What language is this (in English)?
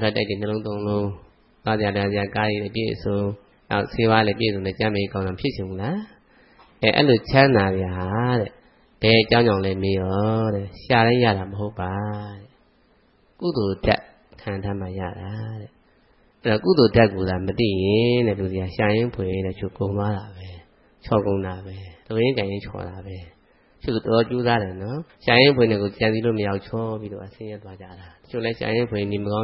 Burmese